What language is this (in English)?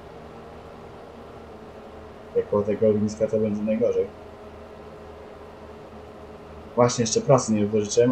Polish